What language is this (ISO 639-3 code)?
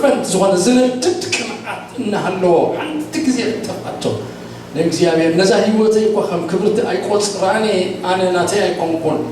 tir